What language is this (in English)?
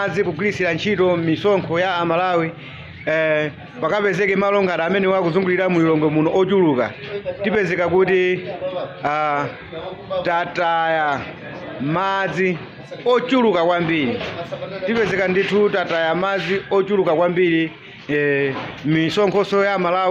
Nyanja